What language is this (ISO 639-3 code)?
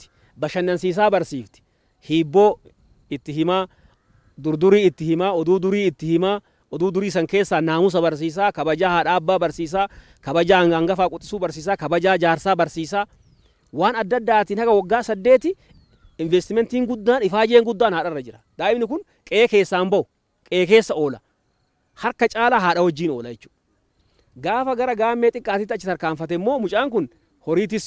orm